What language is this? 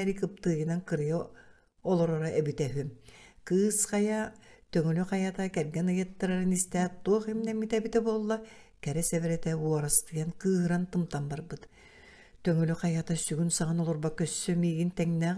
Yakut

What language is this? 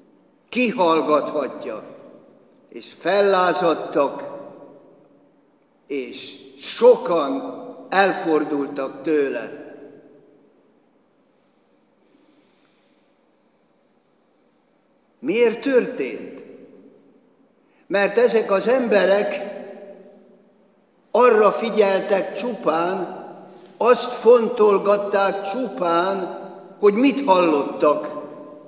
Hungarian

